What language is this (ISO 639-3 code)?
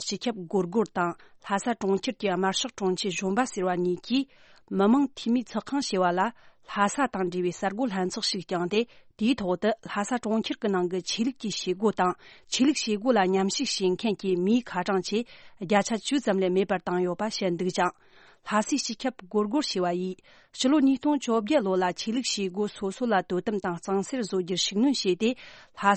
bod